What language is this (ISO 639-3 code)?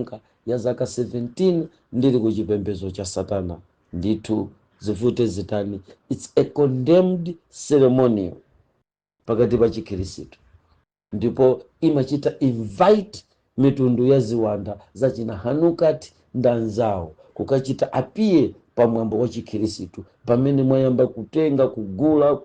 nya